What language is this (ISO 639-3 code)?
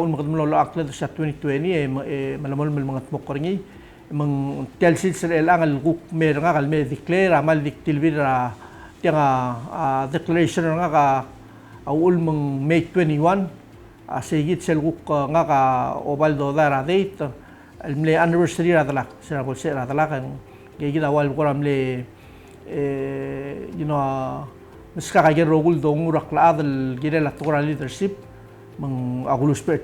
pau